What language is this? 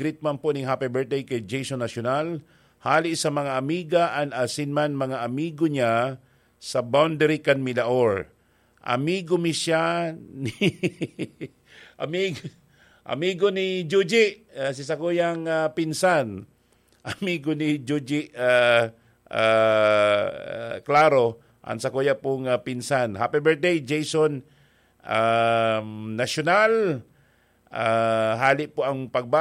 Bikol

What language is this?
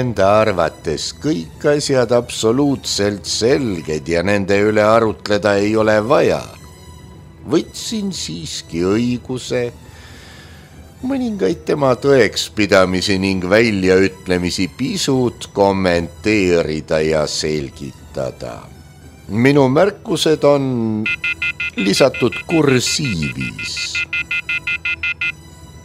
Estonian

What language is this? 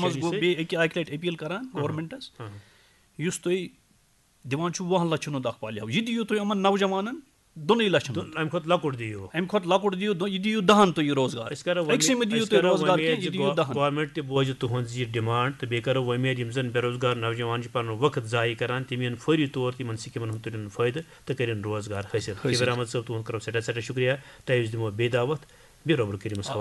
Kashmiri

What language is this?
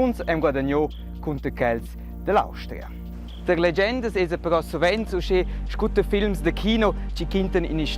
Romansh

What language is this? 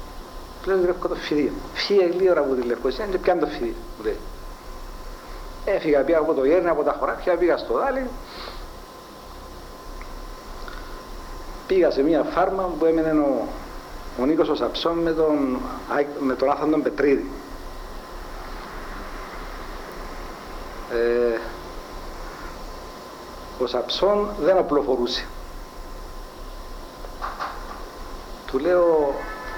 Greek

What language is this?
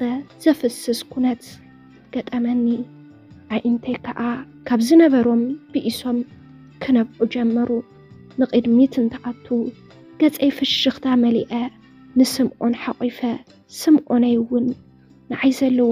Tigrinya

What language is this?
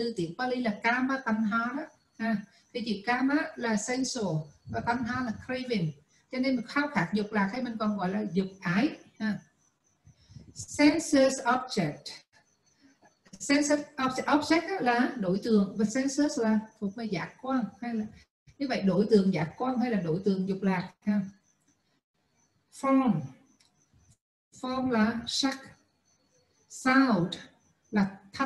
Vietnamese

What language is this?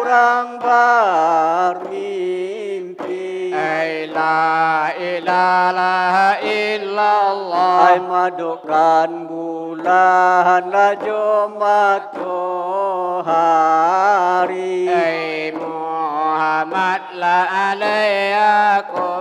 Minangkabau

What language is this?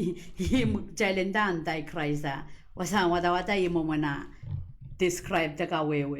Pohnpeian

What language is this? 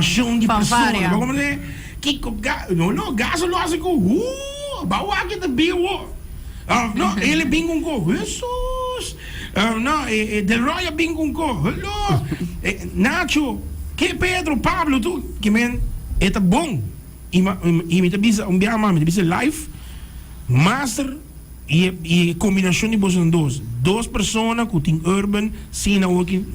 Papiamento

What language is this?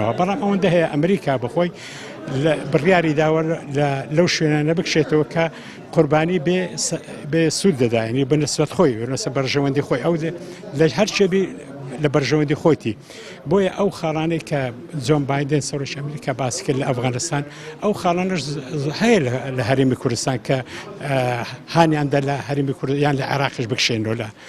Central Kurdish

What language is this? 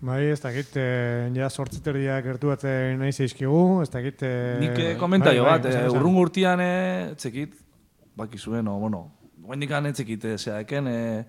Basque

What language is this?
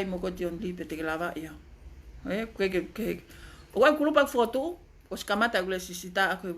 Tongan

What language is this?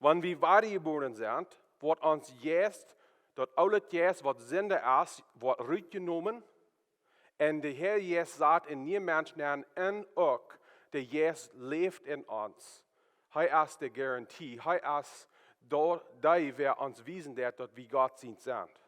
Plautdietsch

